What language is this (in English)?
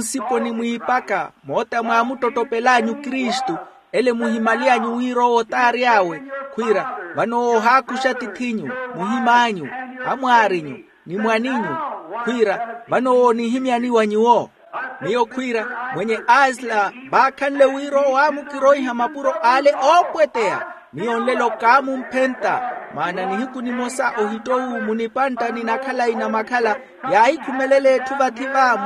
Makhuwa